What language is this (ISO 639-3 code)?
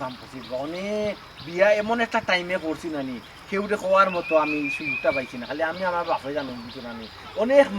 syl